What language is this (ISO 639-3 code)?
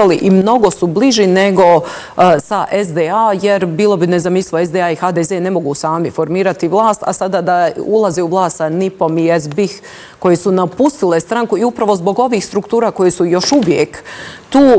bos